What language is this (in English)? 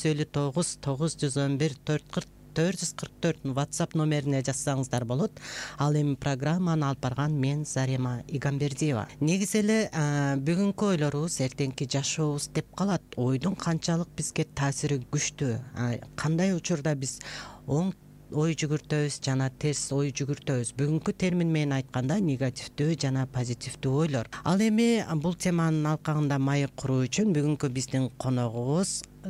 Kyrgyz